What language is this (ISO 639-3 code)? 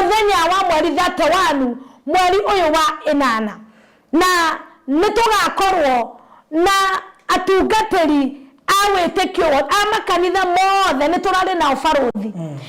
kik